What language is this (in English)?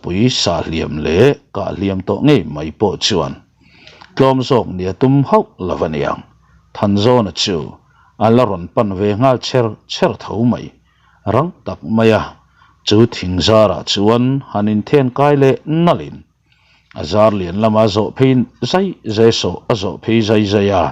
Mizo